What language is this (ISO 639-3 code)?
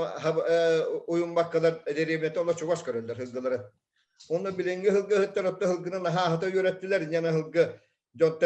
sah